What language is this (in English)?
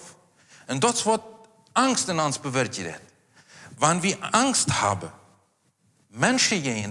Plautdietsch